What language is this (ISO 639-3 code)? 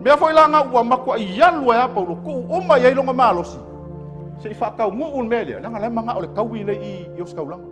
smo